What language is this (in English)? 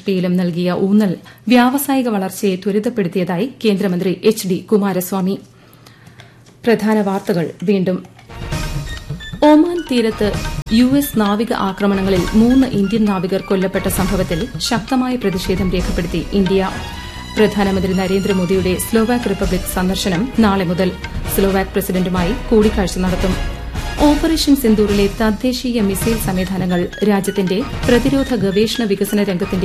Malayalam